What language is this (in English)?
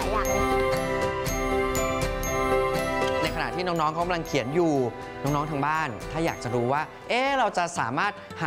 Thai